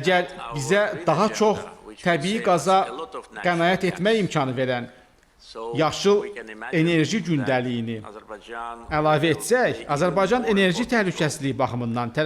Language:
Azerbaijani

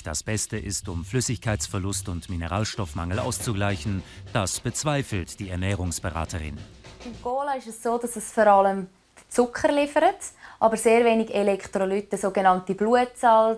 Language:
Swiss German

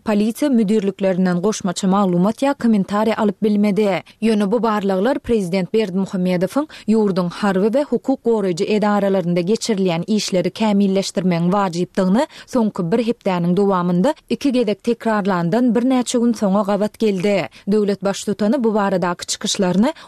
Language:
Turkmen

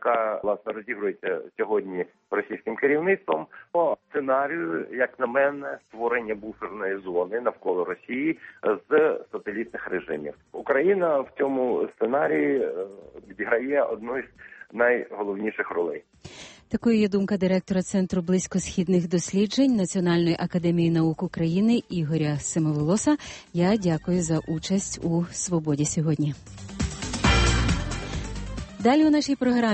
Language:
Ukrainian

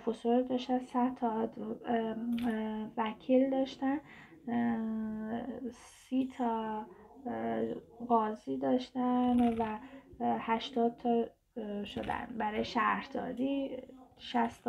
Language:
Persian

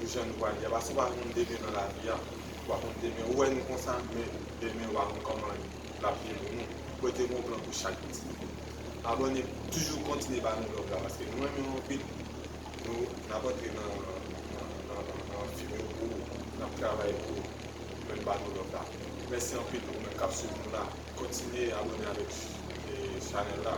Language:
Haitian Creole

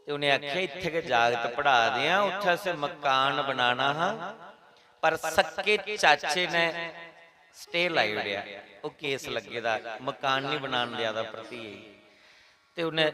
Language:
Dogri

